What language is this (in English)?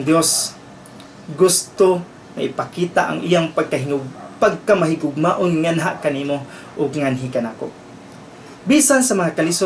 Cebuano